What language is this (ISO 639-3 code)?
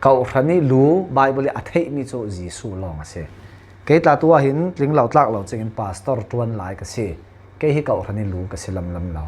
cfm